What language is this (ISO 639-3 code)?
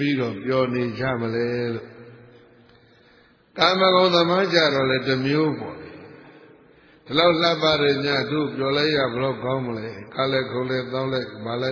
mya